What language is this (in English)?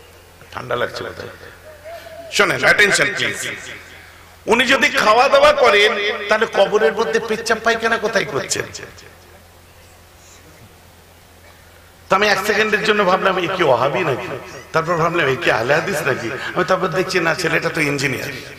Bangla